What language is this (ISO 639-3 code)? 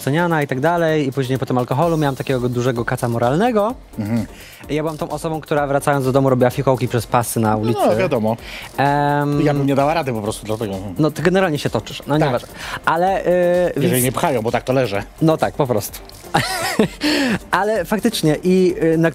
pol